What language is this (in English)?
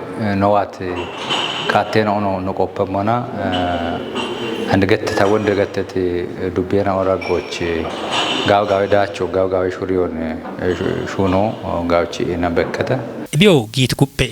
Kafa